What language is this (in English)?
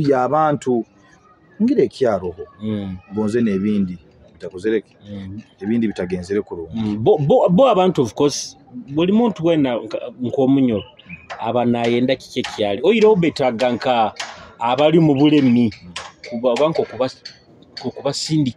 Nyoro